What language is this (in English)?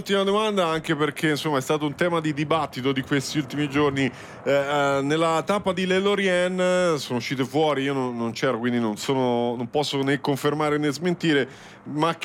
Italian